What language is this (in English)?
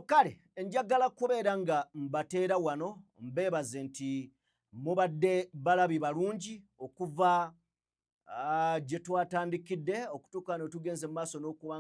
Ganda